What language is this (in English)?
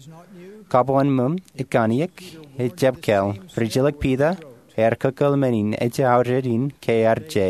Marshallese